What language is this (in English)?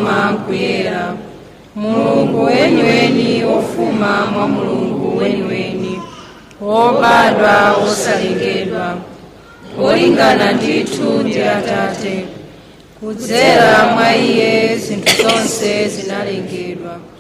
Nyanja